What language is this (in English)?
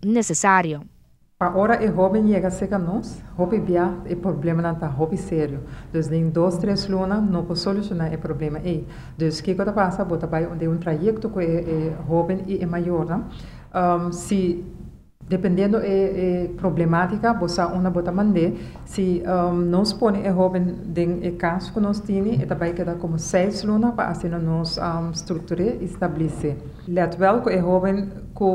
Papiamento